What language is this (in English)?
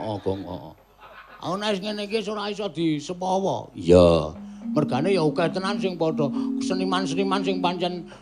Javanese